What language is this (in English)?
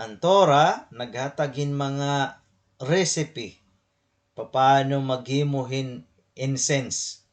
Waray